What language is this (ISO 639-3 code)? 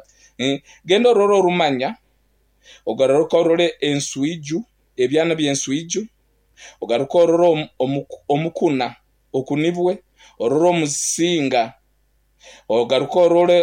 nyn